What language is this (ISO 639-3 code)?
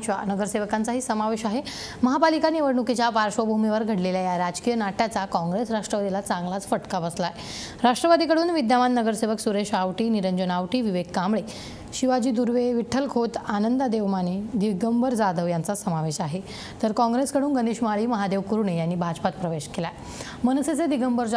mar